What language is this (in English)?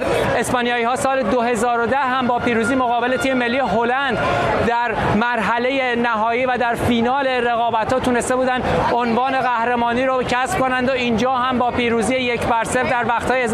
Persian